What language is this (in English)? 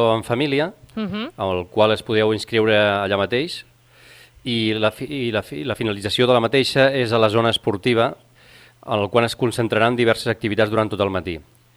Catalan